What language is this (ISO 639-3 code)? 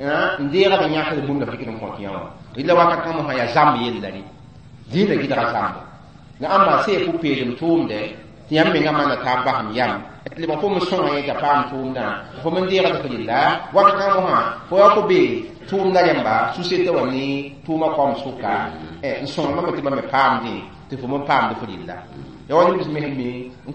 mos